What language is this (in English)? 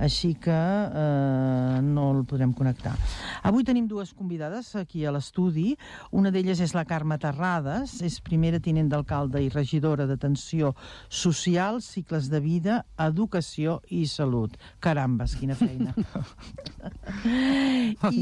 Catalan